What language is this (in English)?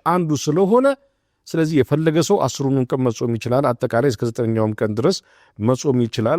Amharic